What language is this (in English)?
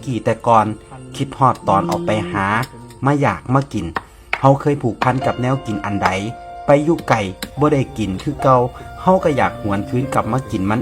Northeastern Thai